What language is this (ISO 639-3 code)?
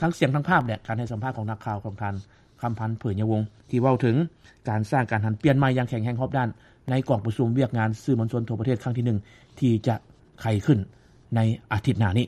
lao